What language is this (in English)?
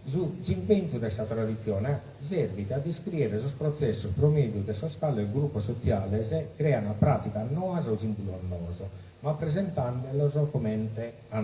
Sardinian